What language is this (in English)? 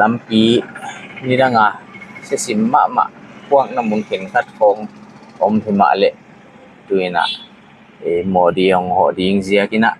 Paite Chin